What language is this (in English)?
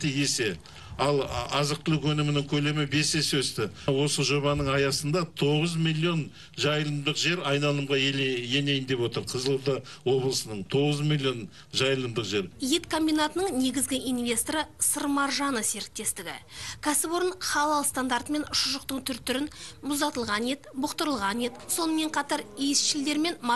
Kazakh